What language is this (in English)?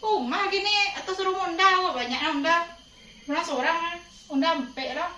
Minangkabau